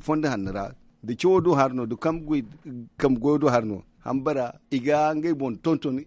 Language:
Zarma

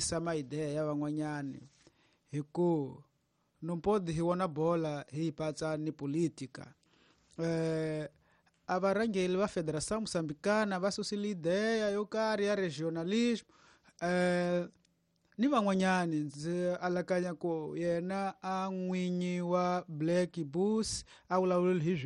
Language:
Tsonga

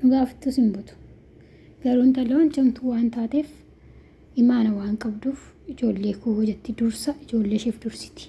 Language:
Oromo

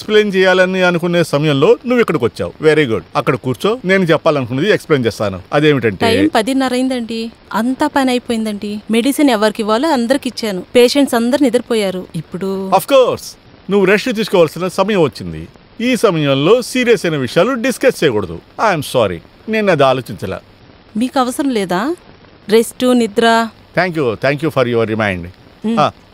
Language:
Telugu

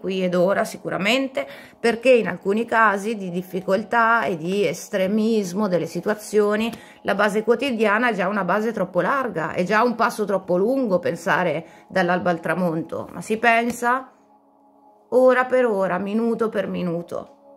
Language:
Italian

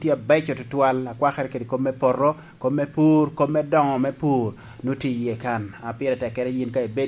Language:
Lango (Uganda)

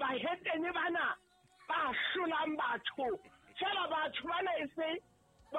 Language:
Southern Sotho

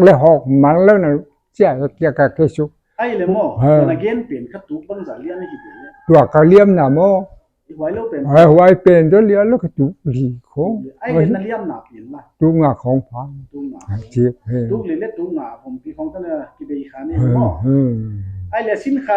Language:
Paite Chin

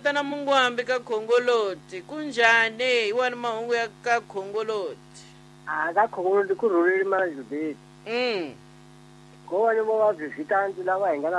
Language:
Tsonga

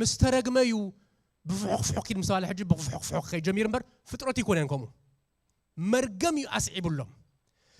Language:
Tigrinya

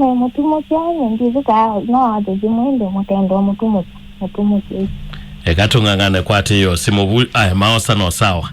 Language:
Kamba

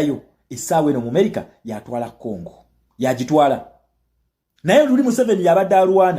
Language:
Ganda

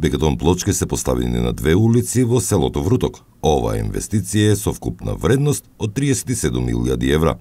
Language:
Macedonian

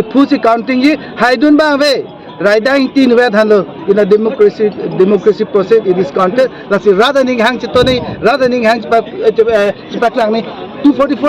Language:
Karbi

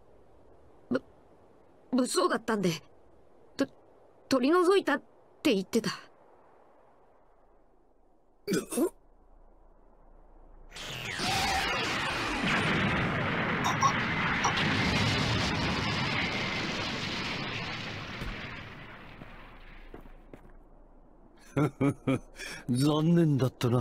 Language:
Japanese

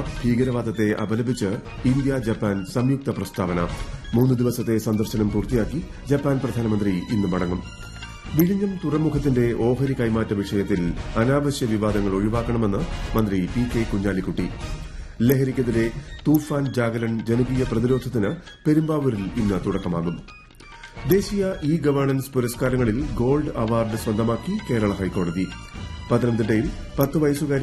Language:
Malayalam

